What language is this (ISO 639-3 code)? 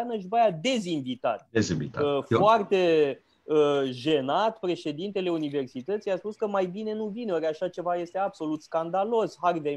ron